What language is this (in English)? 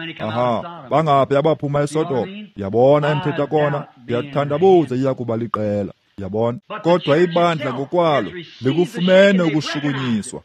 Xhosa